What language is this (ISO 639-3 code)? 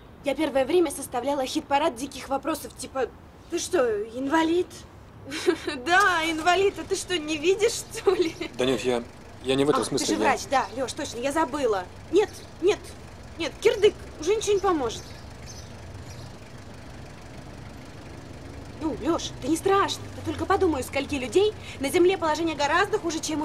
rus